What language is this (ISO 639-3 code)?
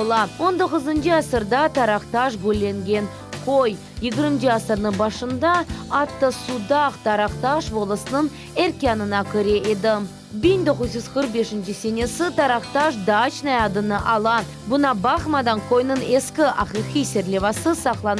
crh